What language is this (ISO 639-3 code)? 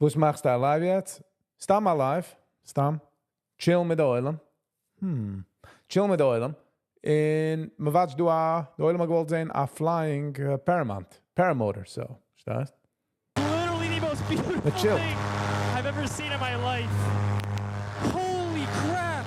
yid